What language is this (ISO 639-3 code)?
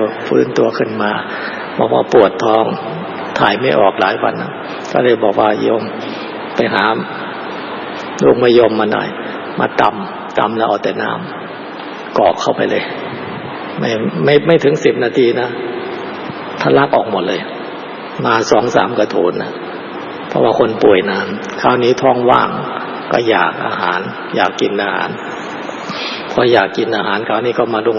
tha